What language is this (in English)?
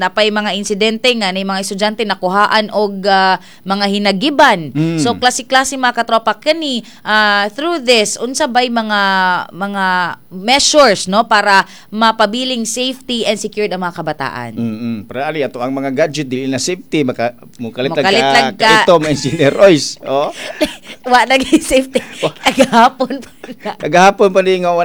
Cebuano